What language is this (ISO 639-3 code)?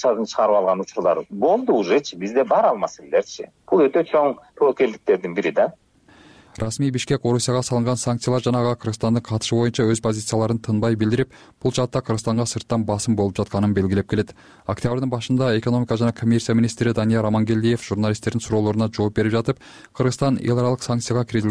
kir